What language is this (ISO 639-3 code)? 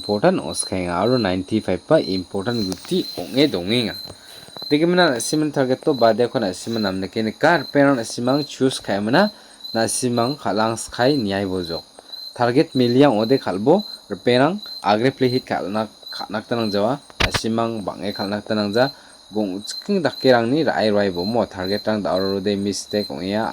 grt